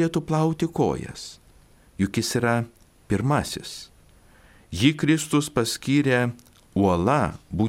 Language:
Lithuanian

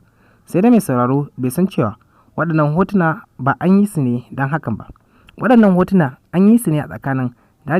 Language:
Hausa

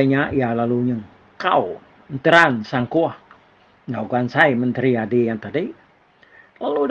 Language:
Iban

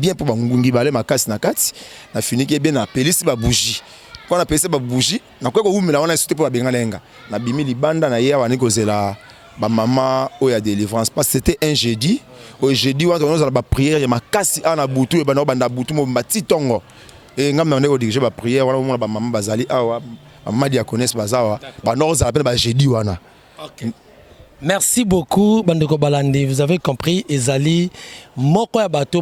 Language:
Lingala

